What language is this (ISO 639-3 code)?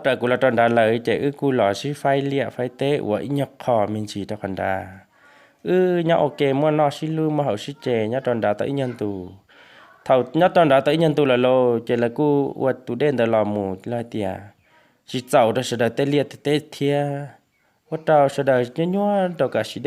hmn